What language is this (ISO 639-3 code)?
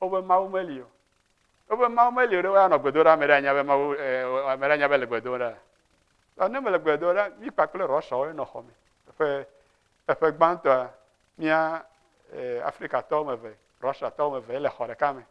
ewe